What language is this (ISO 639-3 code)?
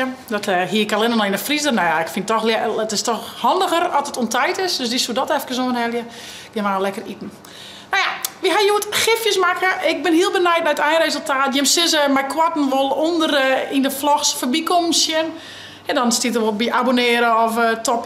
fry